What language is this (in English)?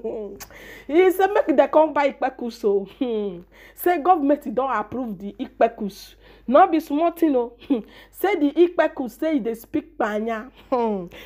Nigerian Pidgin